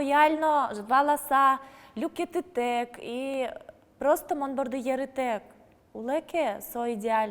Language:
Udmurt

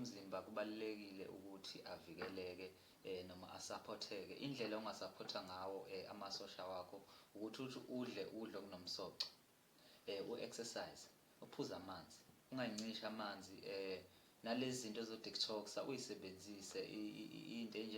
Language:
Zulu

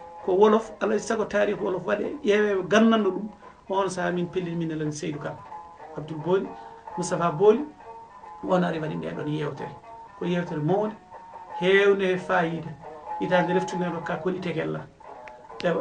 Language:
Fula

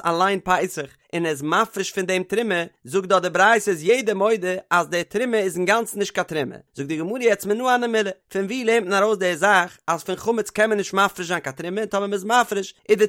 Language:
Yiddish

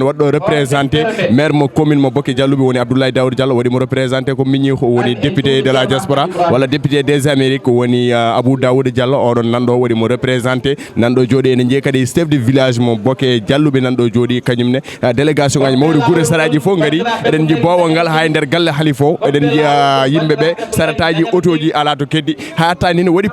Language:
Fula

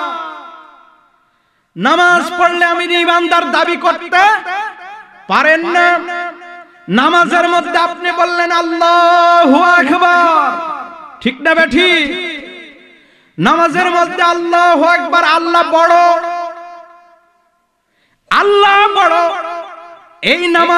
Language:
Bangla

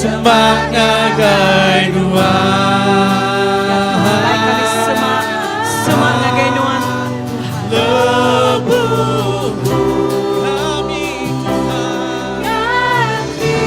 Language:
Iban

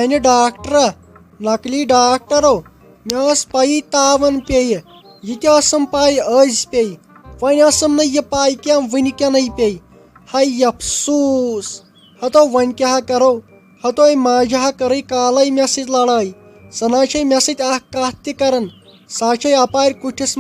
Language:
Kashmiri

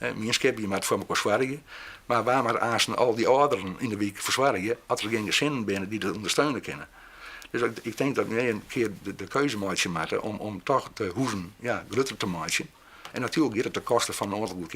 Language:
Western Frisian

